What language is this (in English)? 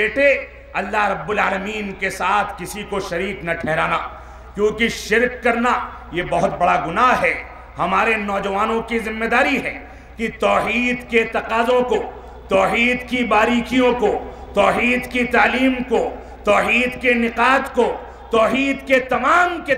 Urdu